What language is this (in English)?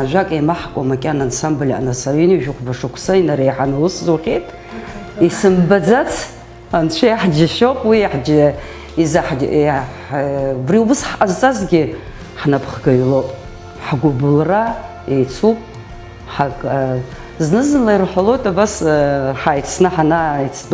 Abkhazian